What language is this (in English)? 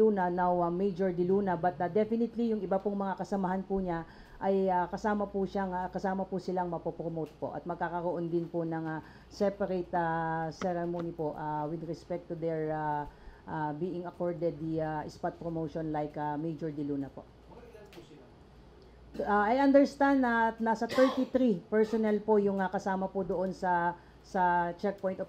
Filipino